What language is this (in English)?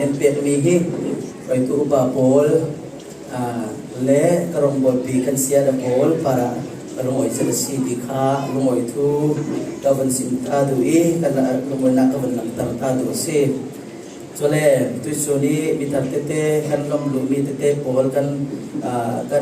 Falam Chin